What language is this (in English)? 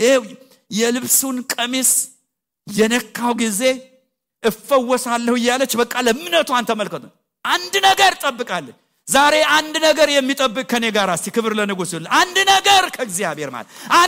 Amharic